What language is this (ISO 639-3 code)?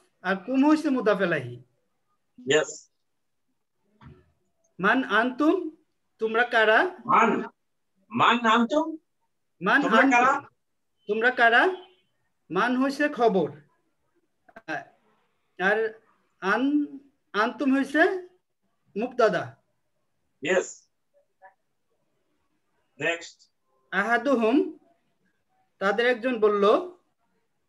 ben